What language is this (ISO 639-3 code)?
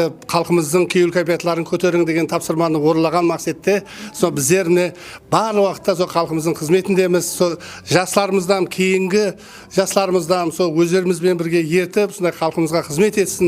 kaa